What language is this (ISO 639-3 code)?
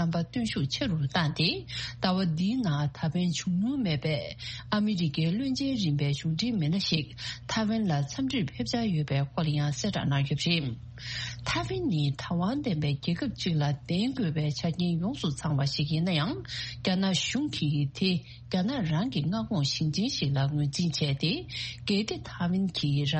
bod